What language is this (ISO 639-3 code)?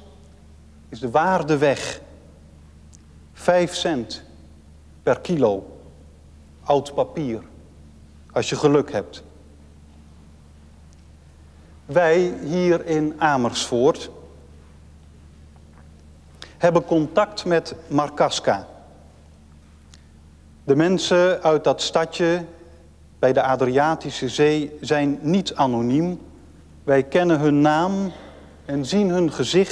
nld